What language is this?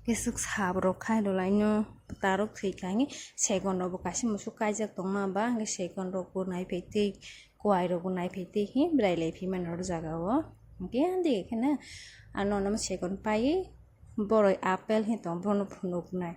Kok Borok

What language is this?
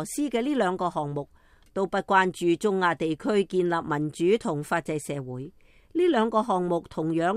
Cantonese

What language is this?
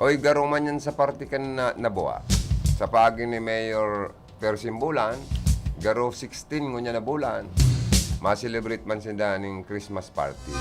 Bikol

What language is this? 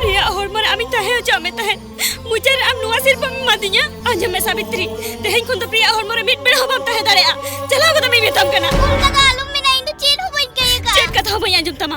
Santali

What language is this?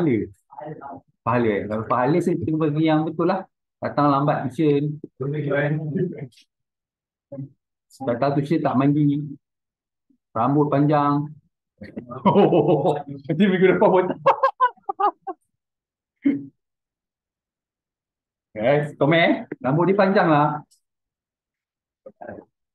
Malay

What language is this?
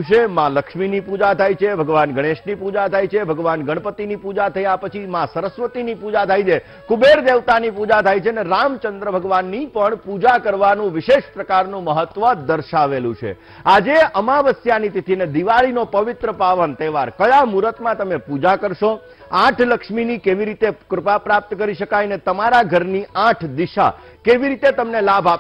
Gujarati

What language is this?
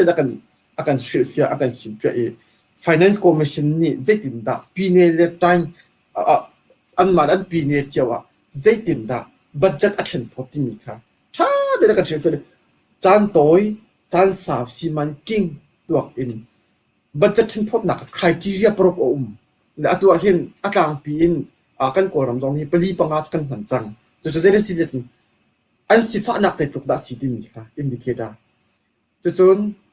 Hakha Chin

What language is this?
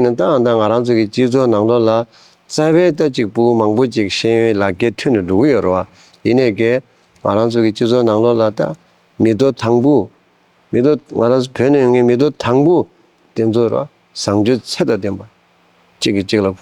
Tibetan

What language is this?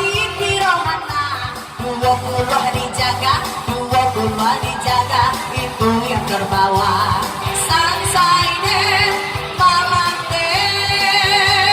Minangkabau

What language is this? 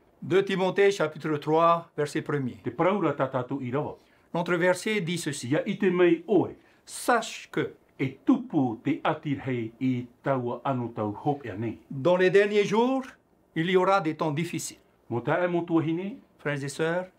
Tahitian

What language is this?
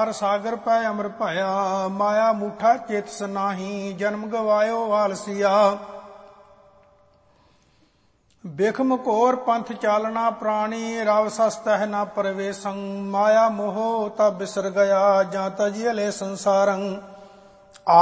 Punjabi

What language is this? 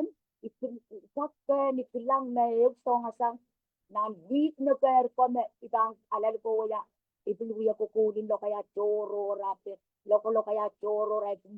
Pohnpeian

